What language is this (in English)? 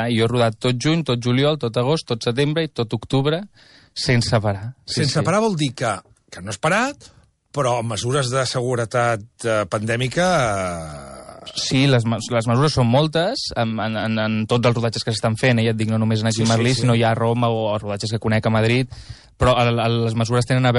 Catalan